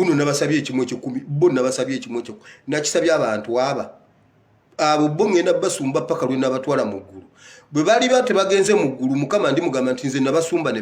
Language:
Ganda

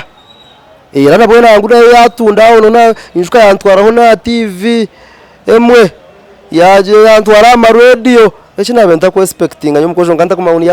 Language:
Nyankole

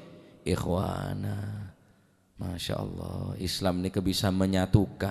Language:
Madurese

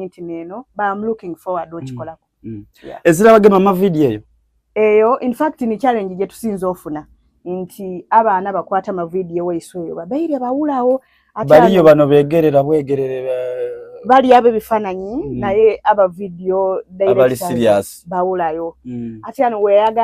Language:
Soga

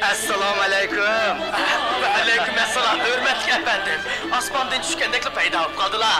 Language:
Uyghur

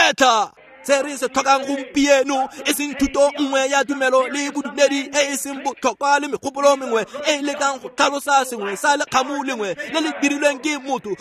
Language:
Tswana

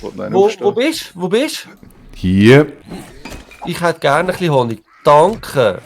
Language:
Swiss German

